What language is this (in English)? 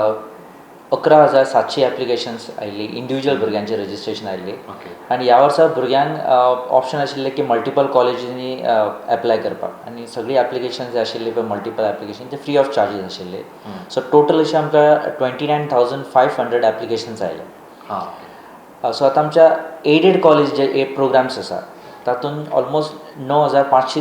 Konkani